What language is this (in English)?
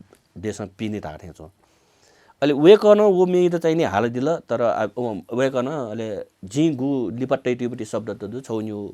Newari